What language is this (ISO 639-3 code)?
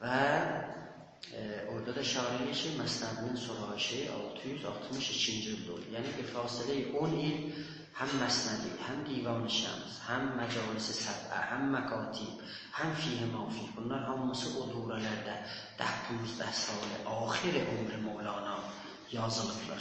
azb